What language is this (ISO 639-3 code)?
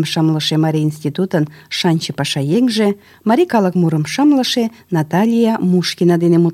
chm